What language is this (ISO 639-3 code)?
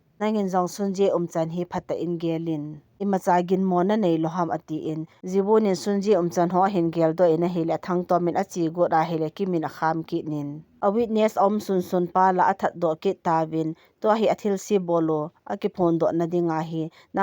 tcz